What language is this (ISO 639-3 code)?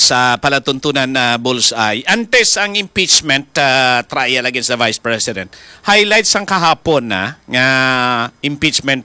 hil